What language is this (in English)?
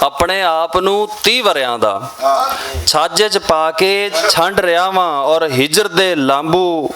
Western Panjabi